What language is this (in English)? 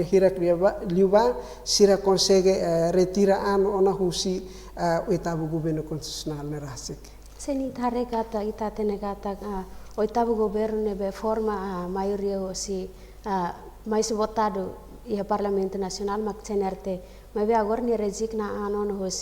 Tetum